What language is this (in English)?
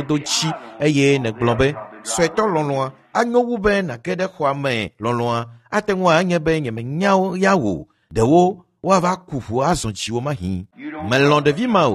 Ewe